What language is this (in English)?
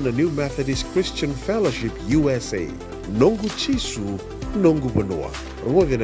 Fijian